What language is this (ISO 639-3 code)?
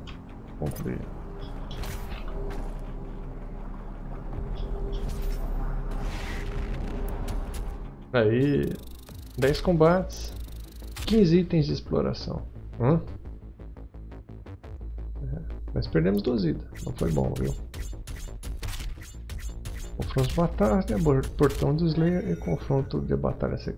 por